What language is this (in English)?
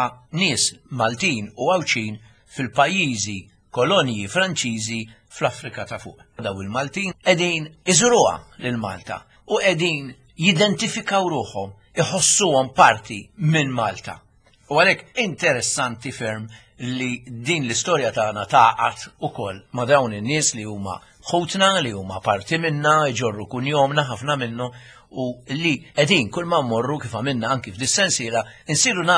Maltese